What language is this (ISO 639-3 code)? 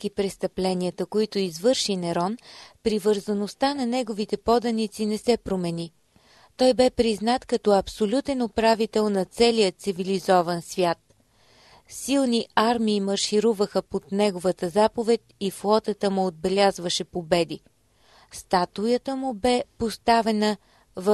bul